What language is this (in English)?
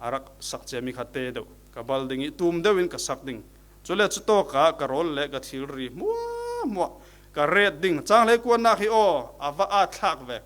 Falam Chin